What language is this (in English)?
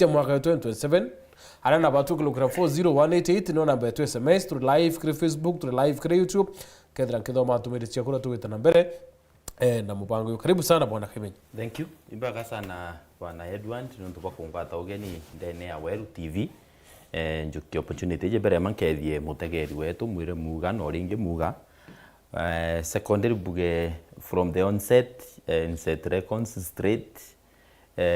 Meru